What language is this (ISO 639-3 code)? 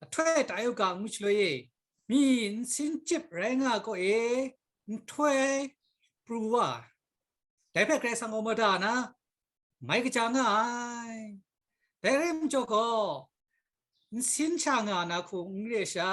kac